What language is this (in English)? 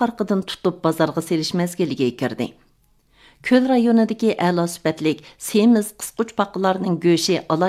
Uyghur